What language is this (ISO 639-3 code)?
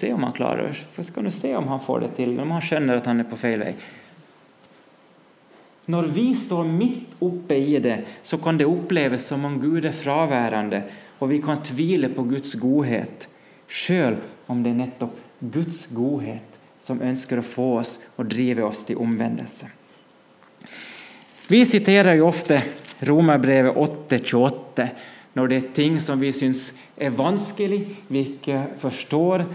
nor